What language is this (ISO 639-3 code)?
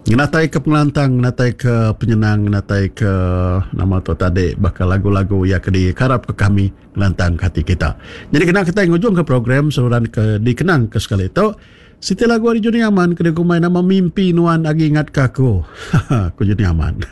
iba